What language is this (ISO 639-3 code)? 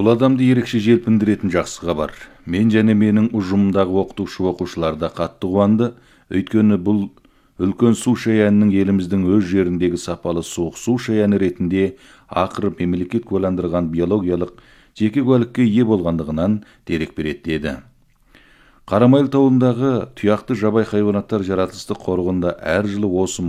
kaz